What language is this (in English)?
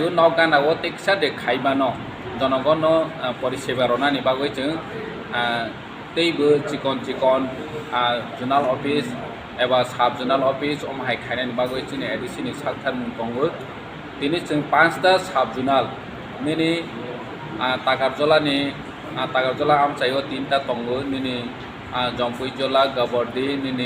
Kok Borok